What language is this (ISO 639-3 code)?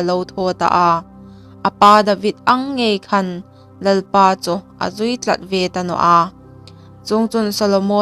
hmr